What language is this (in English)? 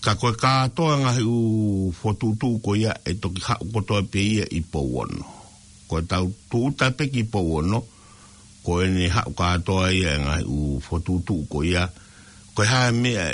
Tongan